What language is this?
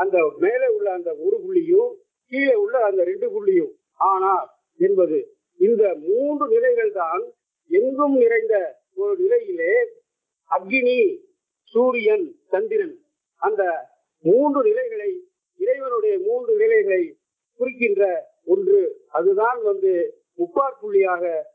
Tamil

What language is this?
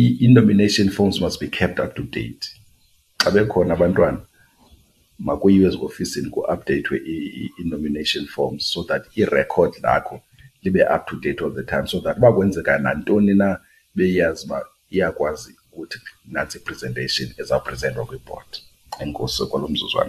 Xhosa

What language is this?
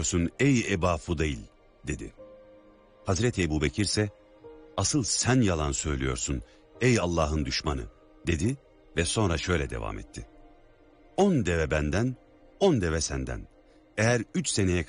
Turkish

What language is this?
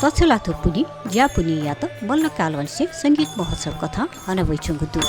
Newari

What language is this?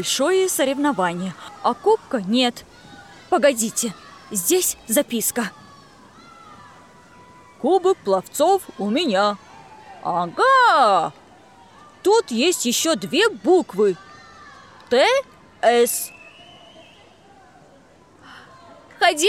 Russian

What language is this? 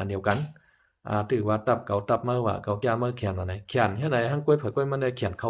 Shan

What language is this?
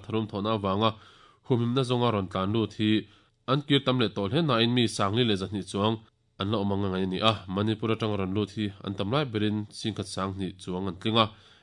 Mizo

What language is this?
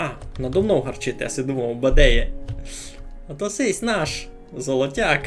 Rusyn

